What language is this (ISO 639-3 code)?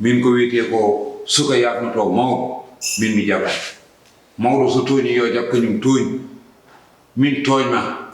ful